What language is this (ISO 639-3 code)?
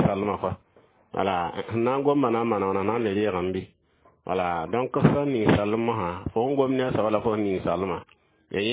mos